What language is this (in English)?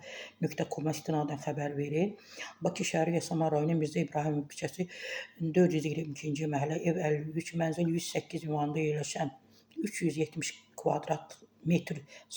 Azerbaijani